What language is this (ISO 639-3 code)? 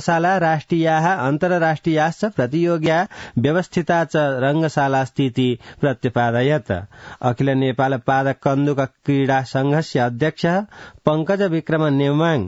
san